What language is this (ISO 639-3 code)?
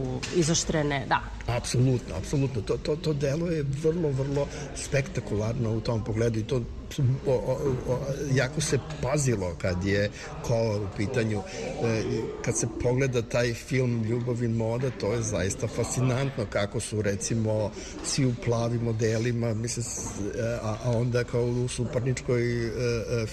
srp